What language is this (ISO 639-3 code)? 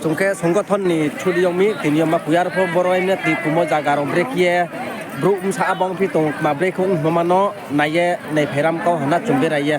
ria